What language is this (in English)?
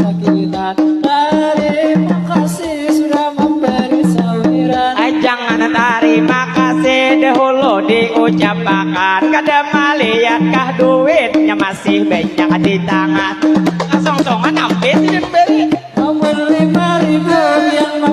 Banjar